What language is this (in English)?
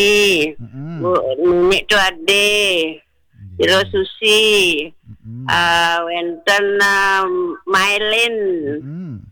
Balinese